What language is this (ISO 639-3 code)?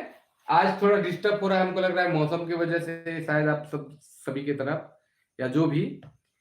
sck